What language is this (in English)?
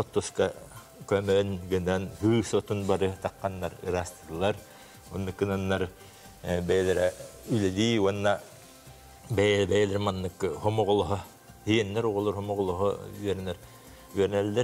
Yakut